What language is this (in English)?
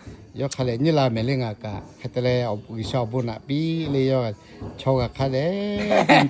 Lahu